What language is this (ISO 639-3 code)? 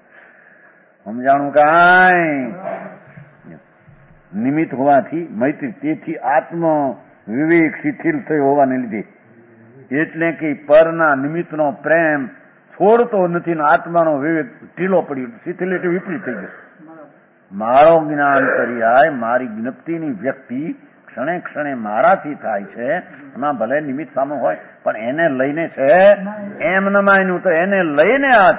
guj